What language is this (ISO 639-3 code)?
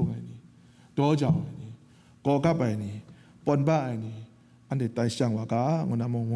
kac